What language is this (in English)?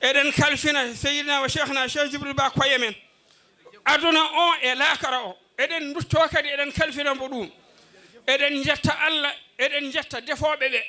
Fula